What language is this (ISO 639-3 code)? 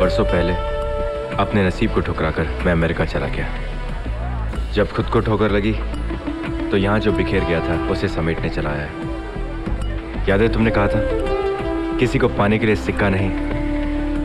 hin